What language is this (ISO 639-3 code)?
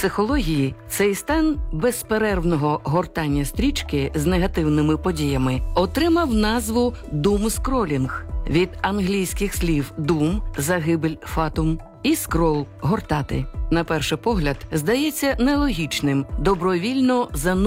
ukr